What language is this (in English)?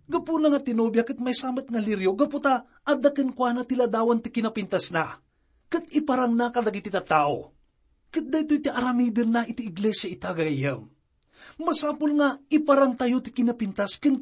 Iloko